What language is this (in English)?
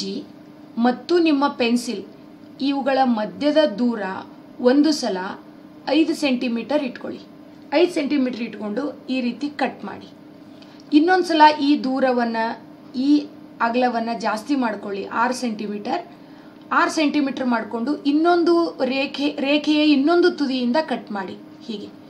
Kannada